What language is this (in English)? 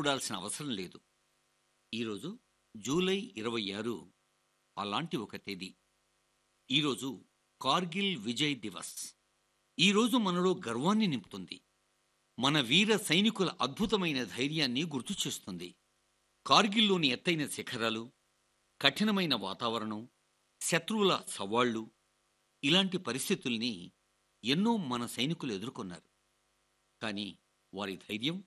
Telugu